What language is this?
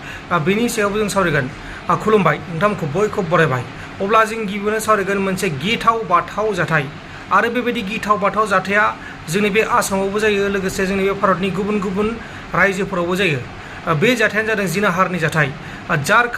Bodo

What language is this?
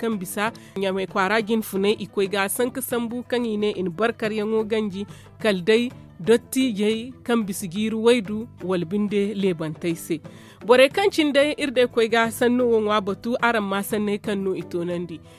Zarma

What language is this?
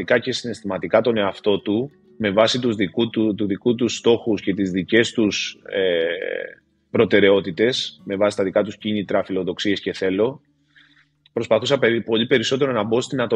Greek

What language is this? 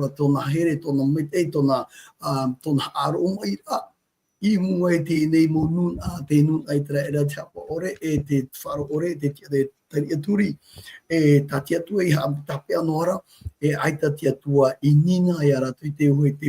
Tahitian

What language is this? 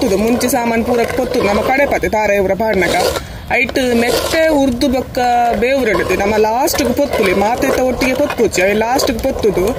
Tulu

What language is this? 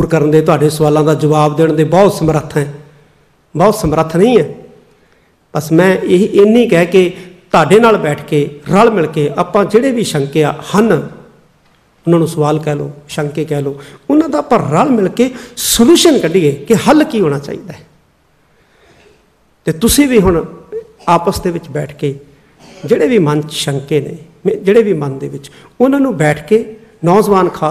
Punjabi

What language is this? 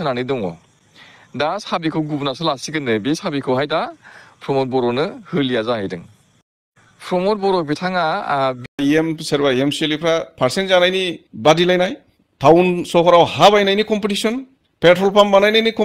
Bodo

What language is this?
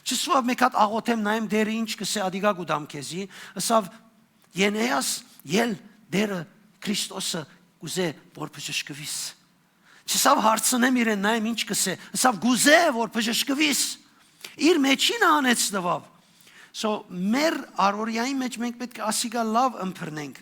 Western Armenian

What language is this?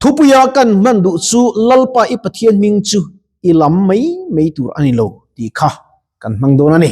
Mizo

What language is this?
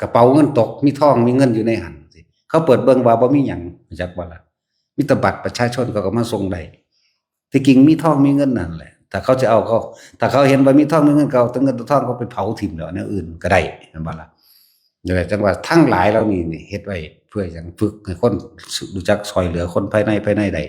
Northeastern Thai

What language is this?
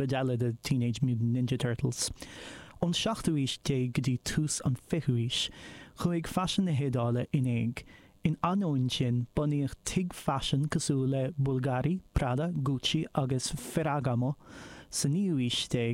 Irish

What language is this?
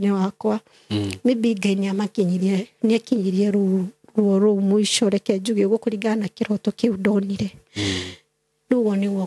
Kikuyu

